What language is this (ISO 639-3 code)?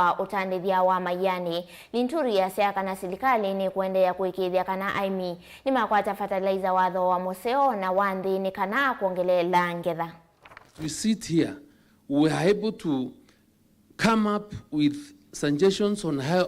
kam